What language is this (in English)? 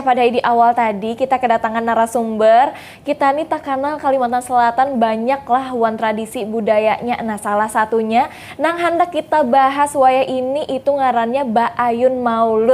Banjar